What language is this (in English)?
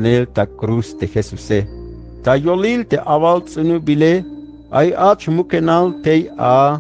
Tzeltal